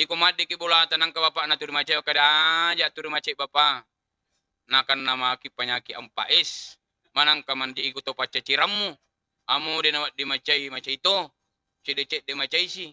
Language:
Buginese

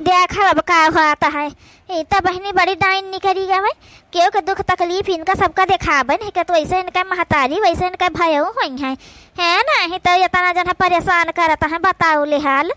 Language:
Awadhi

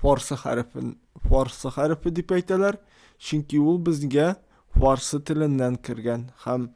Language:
Tatar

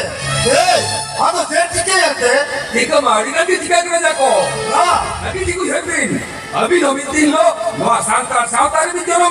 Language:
Santali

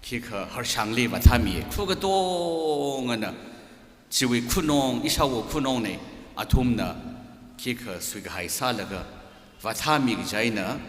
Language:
Tangkhul Naga (India)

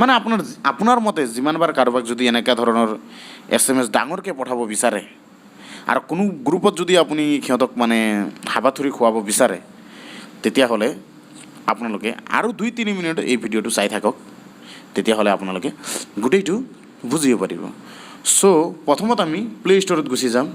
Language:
Assamese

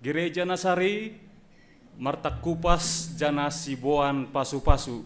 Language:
Batak Simalungun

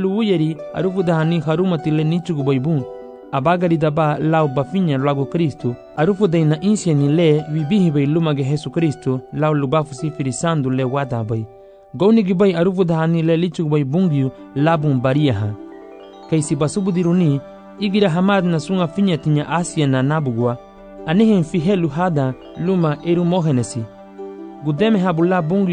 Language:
Garifuna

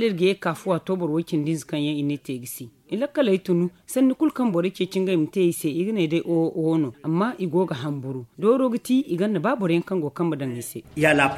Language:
Zarma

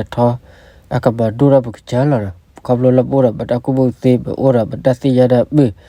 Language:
S'gaw Karen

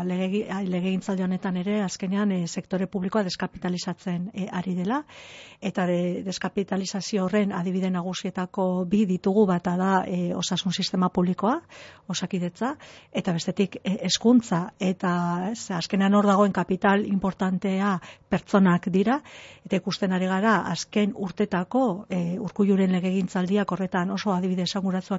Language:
Basque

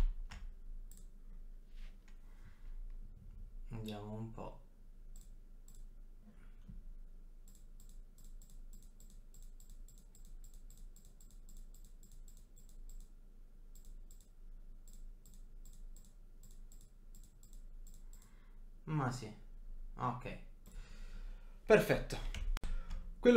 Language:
Italian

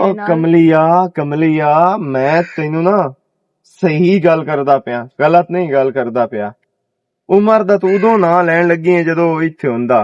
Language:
Western Panjabi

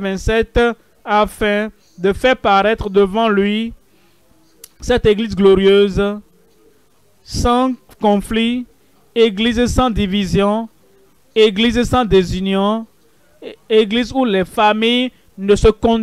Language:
French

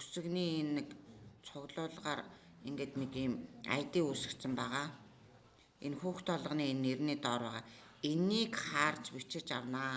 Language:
Mongolian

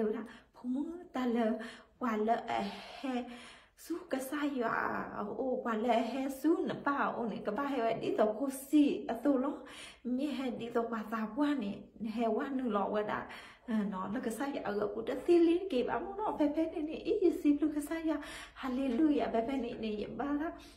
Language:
S'gaw Karen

